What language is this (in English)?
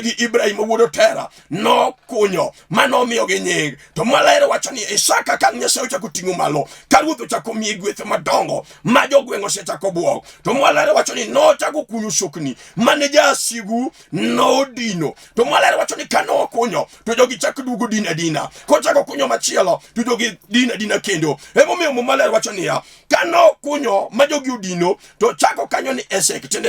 Luo (Kenya and Tanzania)